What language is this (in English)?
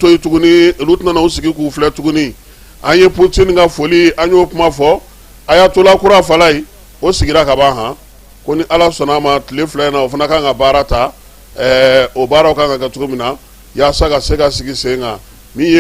Bambara